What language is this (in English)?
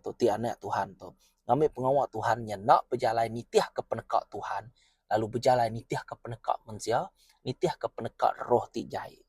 Iban